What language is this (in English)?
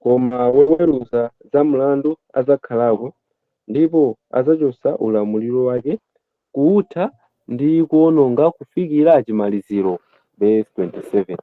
Nyanja